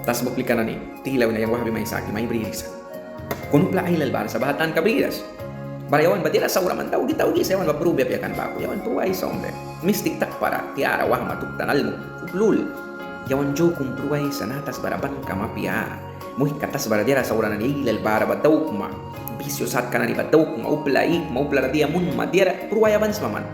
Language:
Mískito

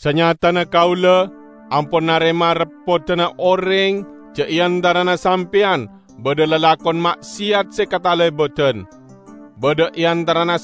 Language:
Madurese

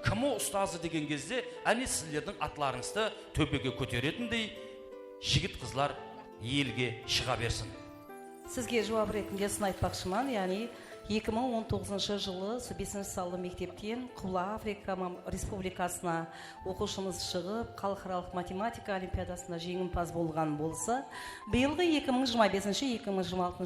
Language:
Kara-Kalpak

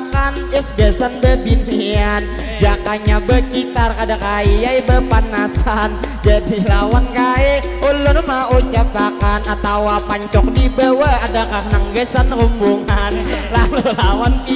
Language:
Banjar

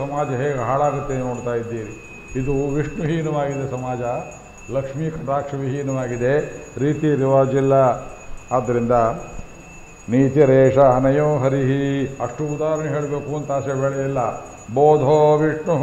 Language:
Kannada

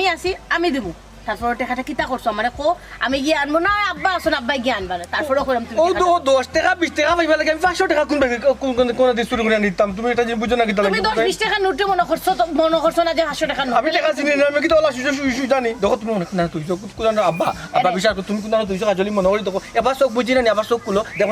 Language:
Sylheti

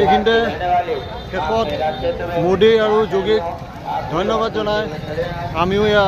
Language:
Assamese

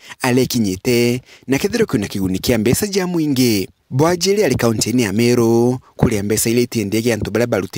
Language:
Meru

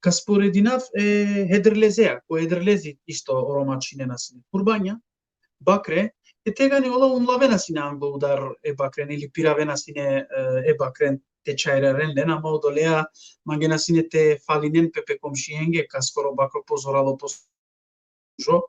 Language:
Balkan Romani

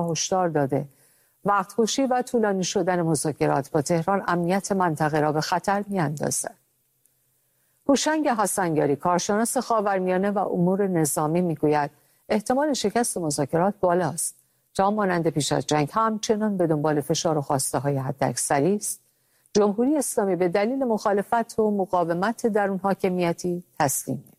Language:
Persian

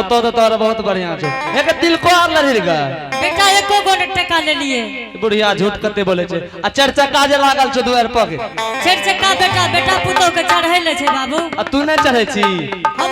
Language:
Angika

